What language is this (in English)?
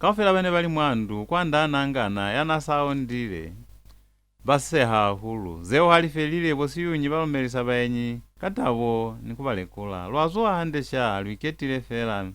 Lozi